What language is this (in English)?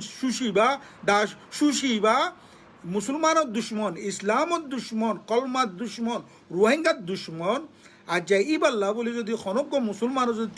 Rohingya